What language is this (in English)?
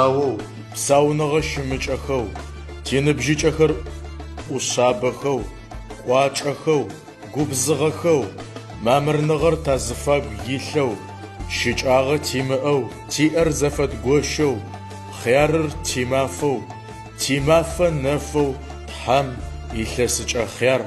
Adyghe